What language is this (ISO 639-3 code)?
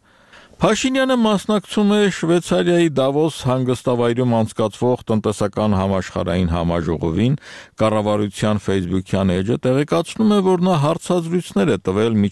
hye